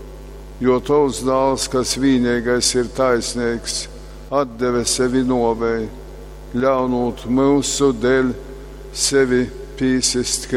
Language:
Latgalian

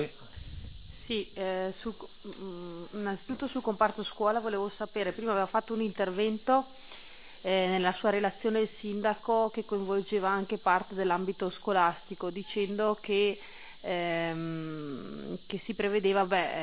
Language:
Italian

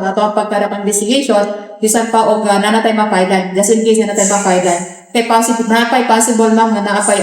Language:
Cebuano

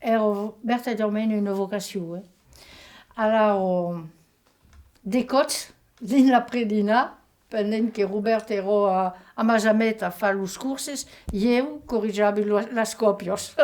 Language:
Occitan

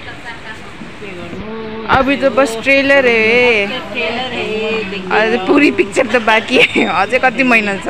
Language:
Nepali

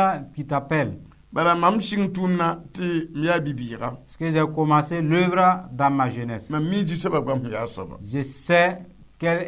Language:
Mossi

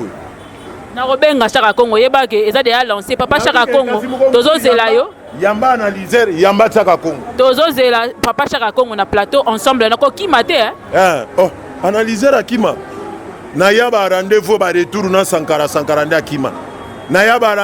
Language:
Lingala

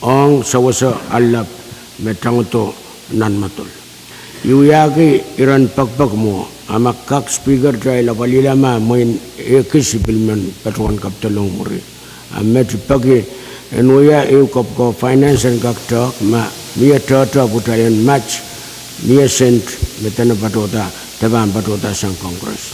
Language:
Pohnpeian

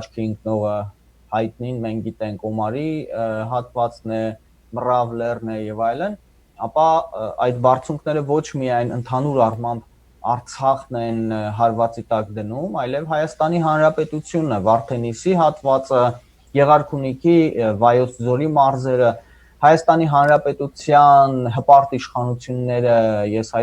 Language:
Western Armenian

